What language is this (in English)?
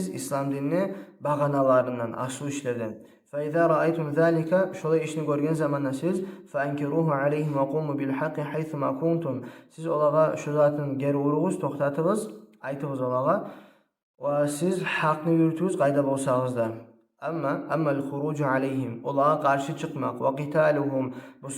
Kumyk